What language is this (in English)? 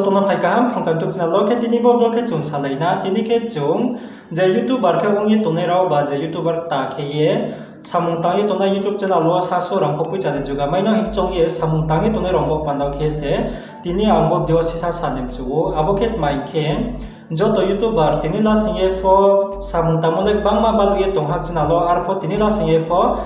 Riang (India)